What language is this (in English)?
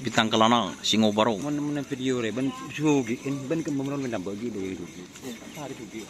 Madurese